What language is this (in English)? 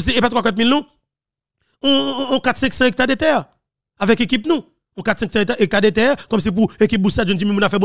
Haitian Creole